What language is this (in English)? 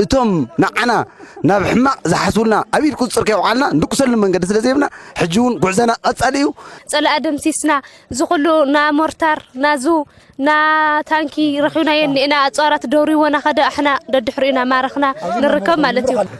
Tigrinya